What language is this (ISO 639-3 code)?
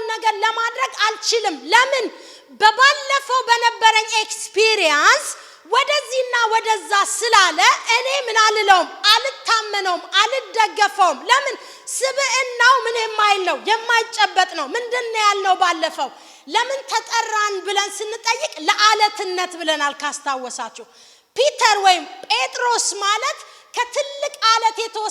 amh